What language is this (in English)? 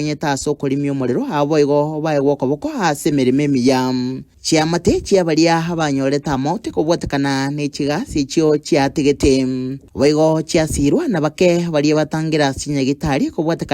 Gusii